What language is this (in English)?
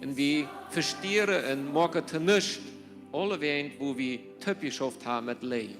Plautdietsch